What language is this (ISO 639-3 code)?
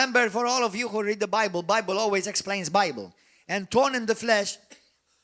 eng